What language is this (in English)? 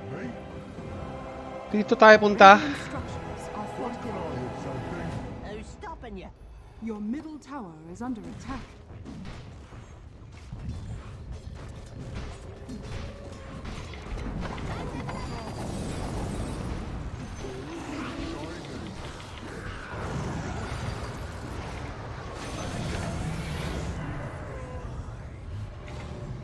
Filipino